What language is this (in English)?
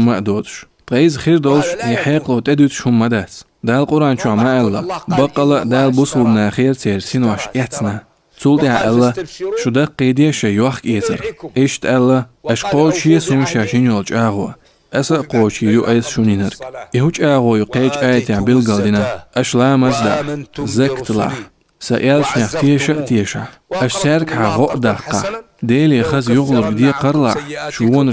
Chechen